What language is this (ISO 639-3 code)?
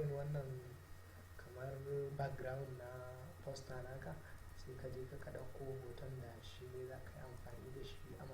hau